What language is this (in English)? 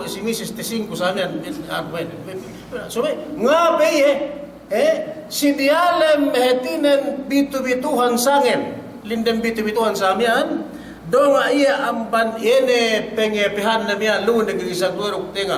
Yakan